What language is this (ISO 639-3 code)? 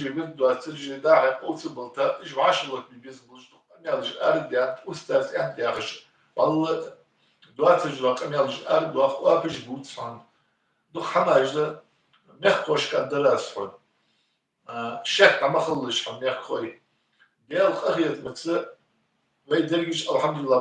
inh